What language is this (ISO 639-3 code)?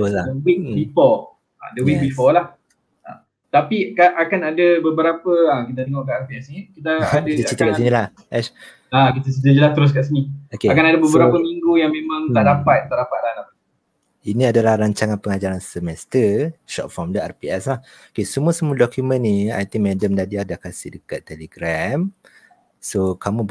msa